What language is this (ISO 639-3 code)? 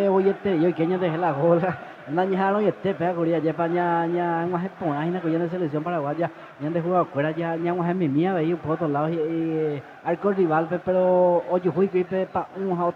grn